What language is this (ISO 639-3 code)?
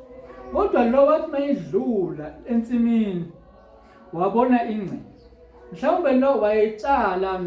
zul